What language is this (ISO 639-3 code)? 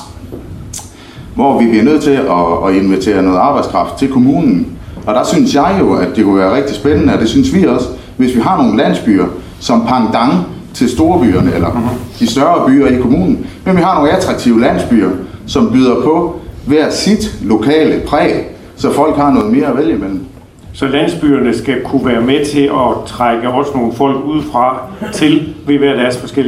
dan